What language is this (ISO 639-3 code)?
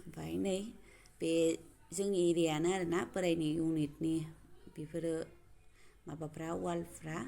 brx